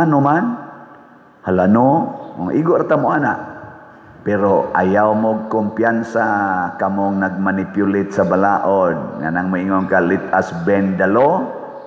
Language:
Cebuano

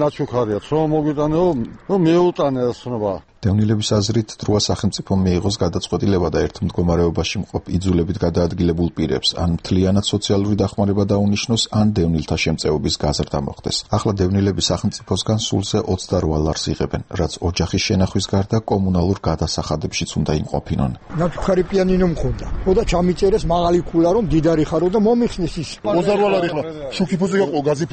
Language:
Georgian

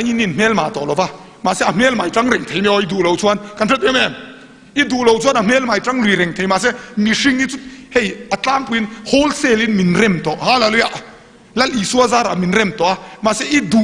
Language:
Mizo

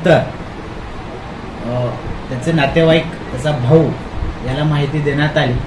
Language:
Marathi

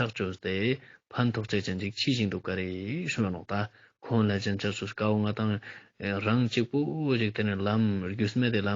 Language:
Ladakhi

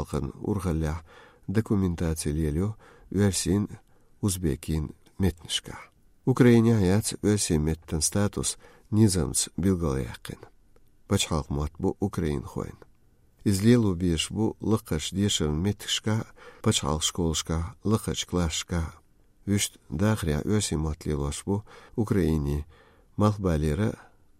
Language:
Chechen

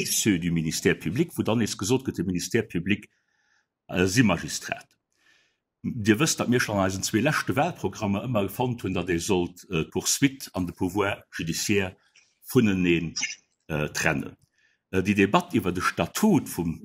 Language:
Luxembourgish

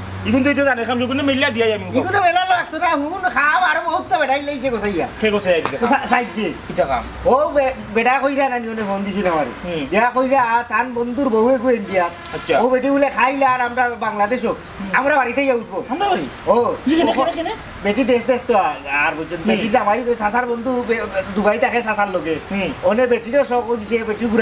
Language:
Sylheti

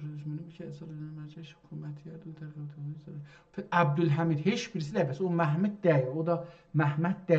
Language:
South Azerbaijani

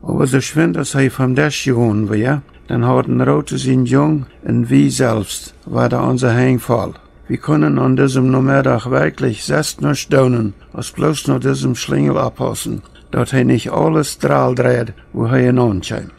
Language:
Plautdietsch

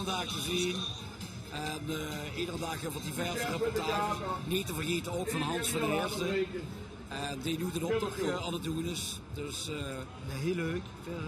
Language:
Limburgish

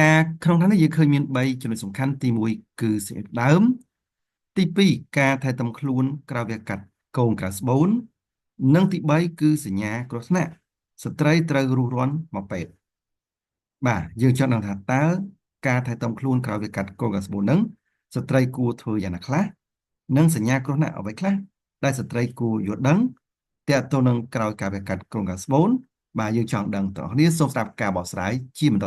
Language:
Khmer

